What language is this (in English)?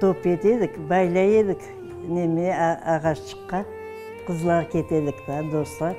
Crimean Tatar